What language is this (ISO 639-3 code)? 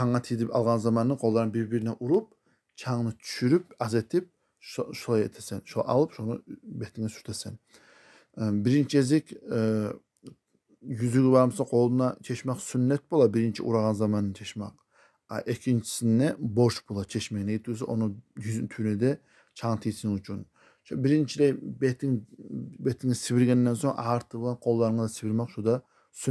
kum